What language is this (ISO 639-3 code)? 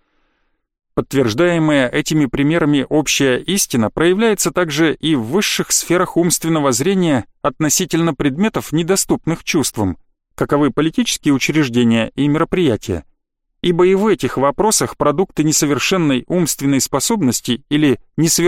rus